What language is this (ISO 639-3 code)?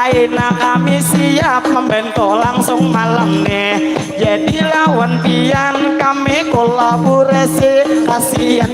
bjn